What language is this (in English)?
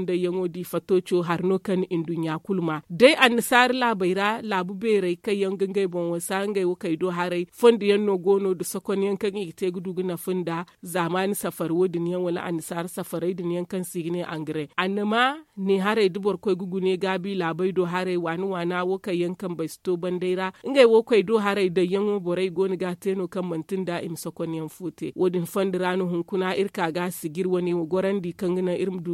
Zarma